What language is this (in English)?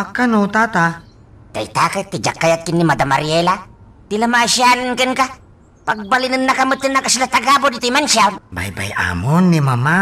Iloko